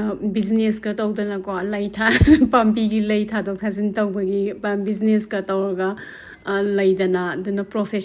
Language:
Manipuri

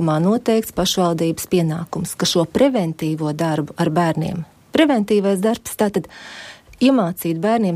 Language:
Latvian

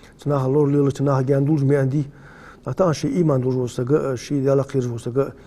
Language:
Ingush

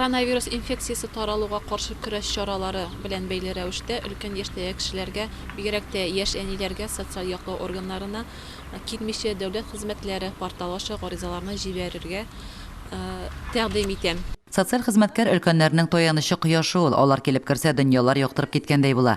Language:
Tatar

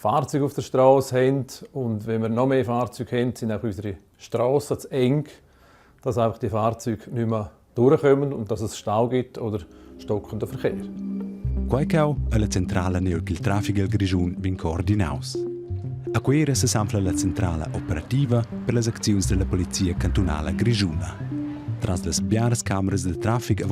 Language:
Romansh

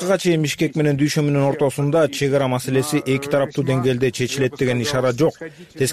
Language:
Kyrgyz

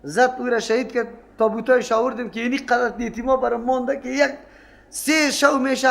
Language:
Persian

